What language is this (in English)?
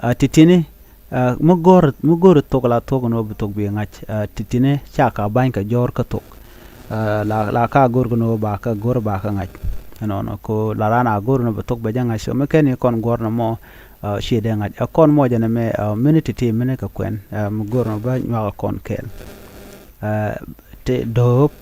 Nuer